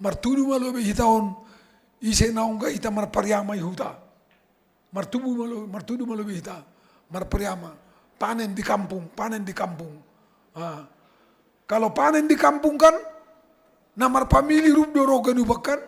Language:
Batak Simalungun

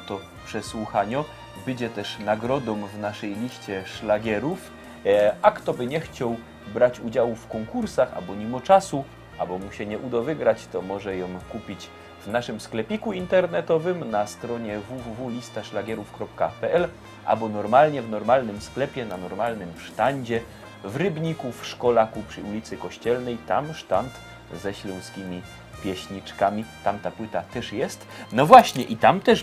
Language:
Silesian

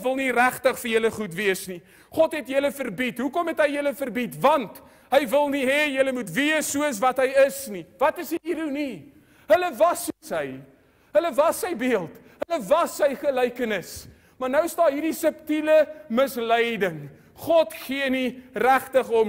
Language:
Afrikaans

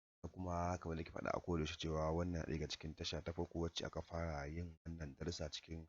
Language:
Hausa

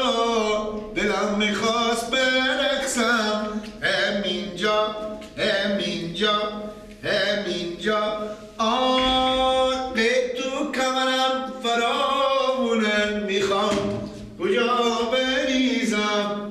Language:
Persian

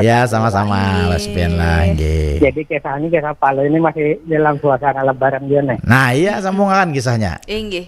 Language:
Banjar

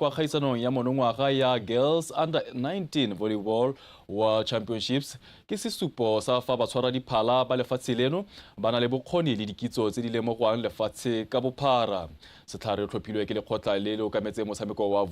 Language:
Tswana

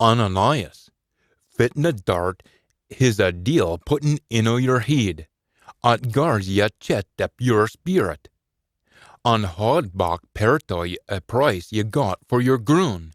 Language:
Scots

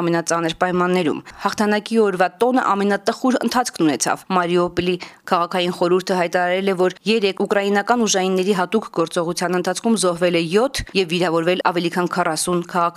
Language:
Armenian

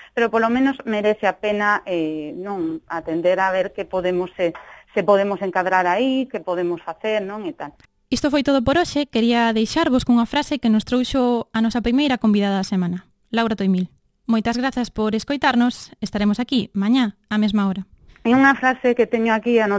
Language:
Galician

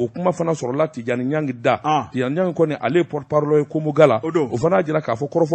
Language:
Bambara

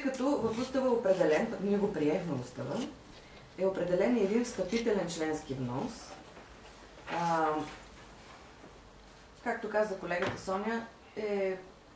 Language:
Bulgarian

